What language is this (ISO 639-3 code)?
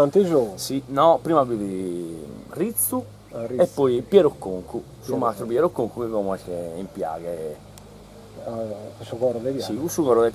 srd